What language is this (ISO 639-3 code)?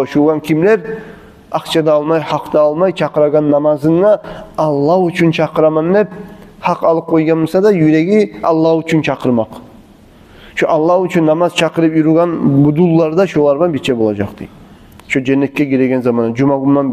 kum